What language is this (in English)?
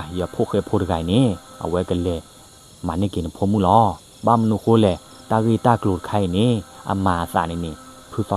S'gaw Karen